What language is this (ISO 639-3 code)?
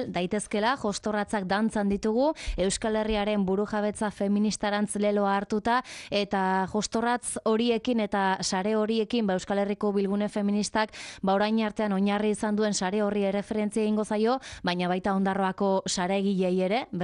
eus